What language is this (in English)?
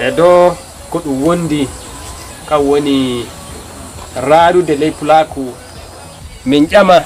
Nigerian Fulfulde